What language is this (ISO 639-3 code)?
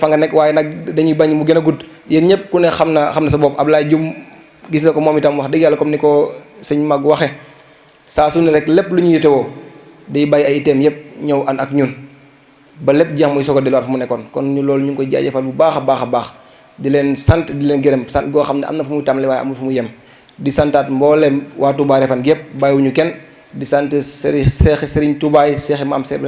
wol